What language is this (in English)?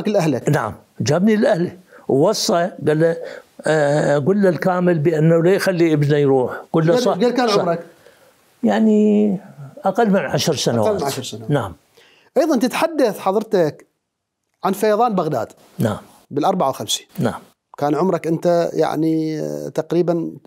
Mesopotamian Arabic